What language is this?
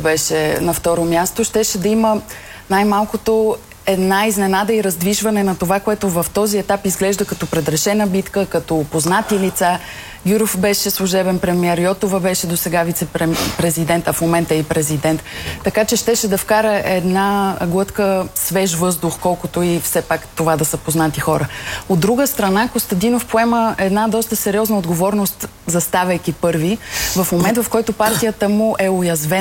Bulgarian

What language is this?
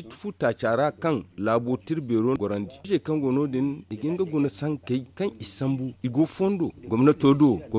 Zarma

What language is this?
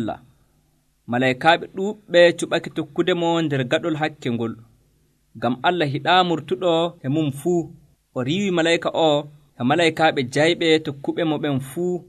Nigerian Fulfulde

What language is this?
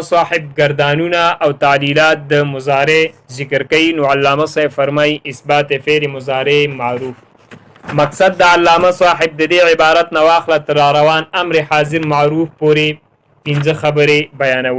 Pashto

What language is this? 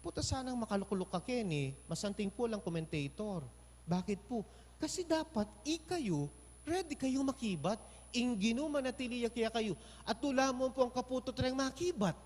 Pampanga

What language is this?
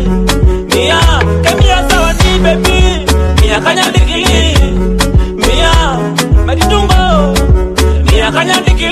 Swahili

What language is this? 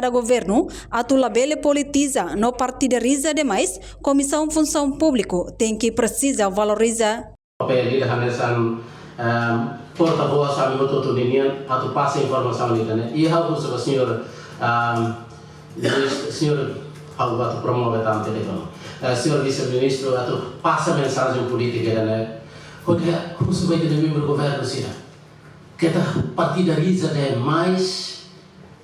Tetum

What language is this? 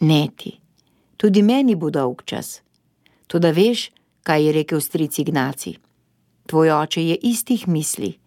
Slovenian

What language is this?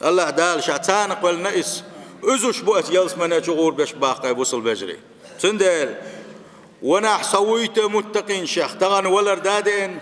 Chechen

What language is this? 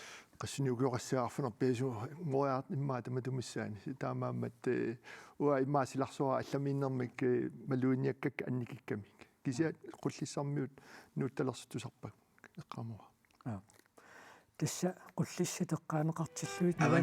Kalaallisut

